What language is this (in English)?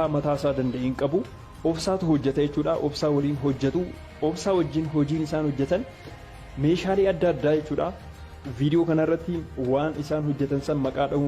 Oromo